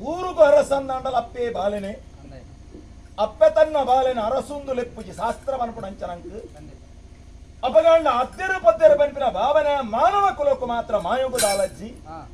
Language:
Tulu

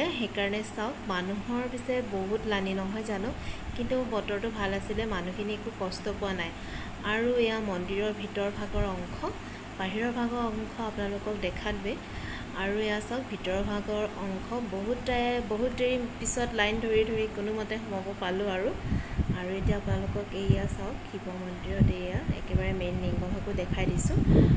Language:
Assamese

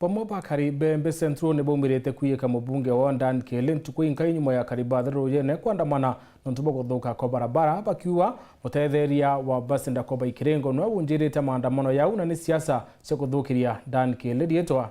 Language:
Meru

